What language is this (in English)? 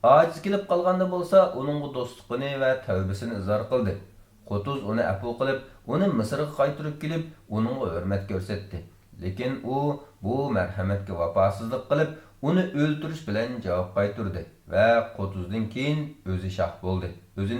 Uyghur